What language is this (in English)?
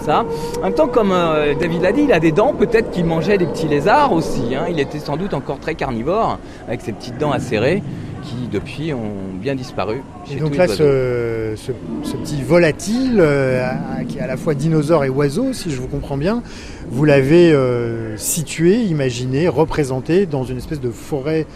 French